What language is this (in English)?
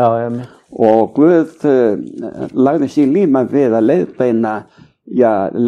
Icelandic